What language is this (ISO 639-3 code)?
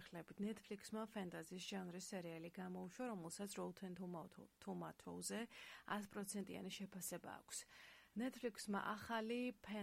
kat